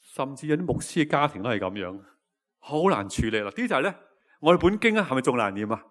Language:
Cantonese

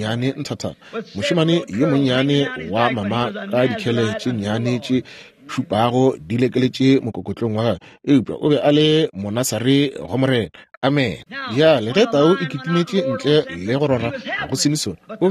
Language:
Northern Sotho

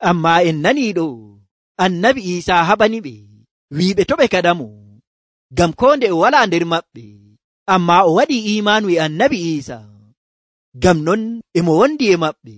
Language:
Nigerian Fulfulde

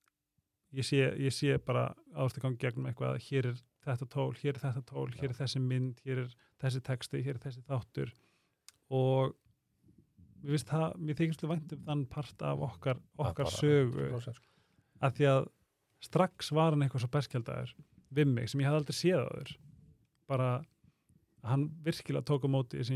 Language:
Icelandic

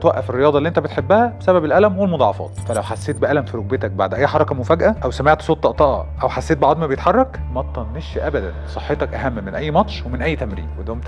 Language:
Egyptian Arabic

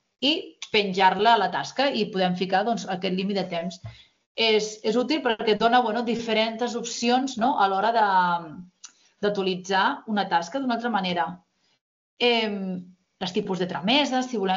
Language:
Catalan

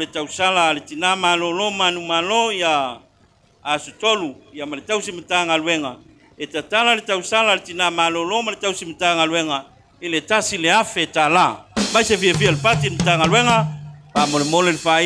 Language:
Samoan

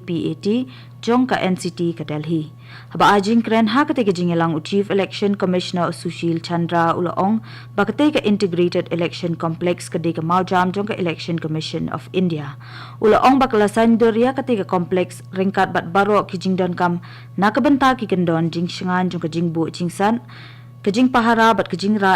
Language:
Khasi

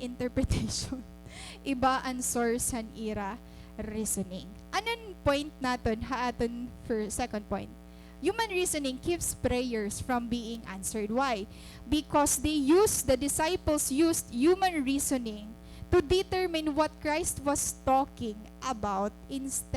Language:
Waray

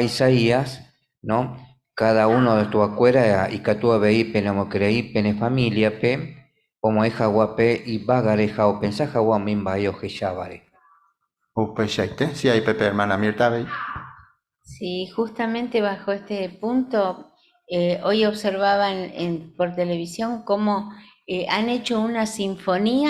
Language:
Guarani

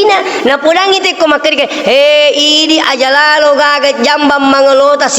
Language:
Buginese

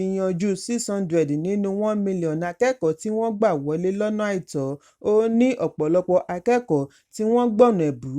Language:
Yoruba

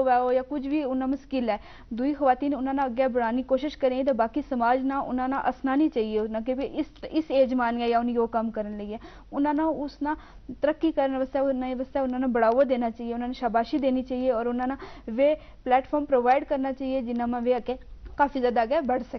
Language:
Gujari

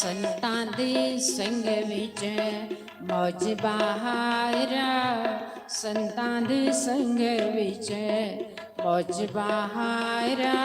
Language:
Dogri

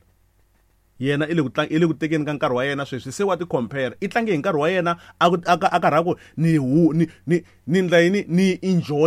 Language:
Tsonga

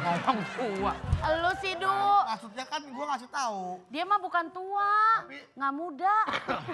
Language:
Betawi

